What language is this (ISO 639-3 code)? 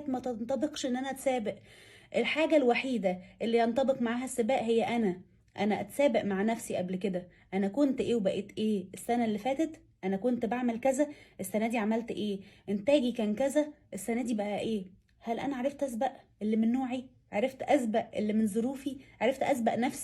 arz